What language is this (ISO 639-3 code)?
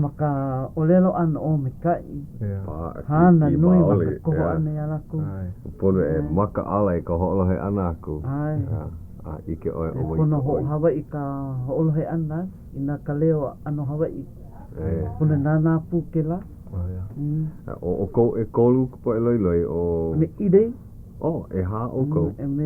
haw